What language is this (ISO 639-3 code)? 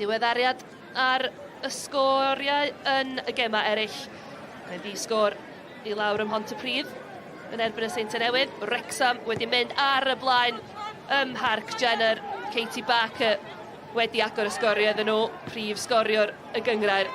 cym